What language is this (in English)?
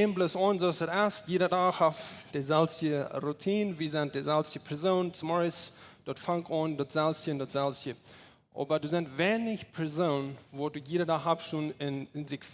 Plautdietsch